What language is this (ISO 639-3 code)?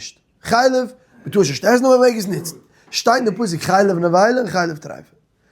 yid